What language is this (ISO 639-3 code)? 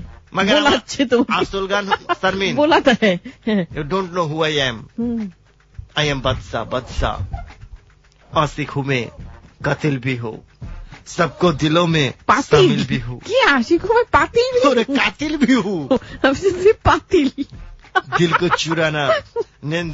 ben